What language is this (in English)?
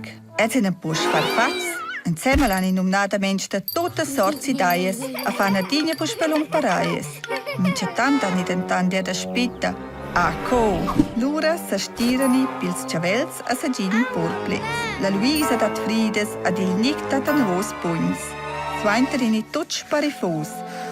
Romansh